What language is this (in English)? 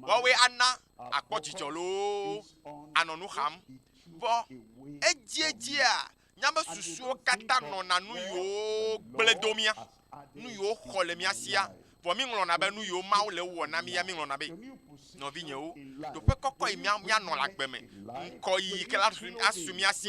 Ewe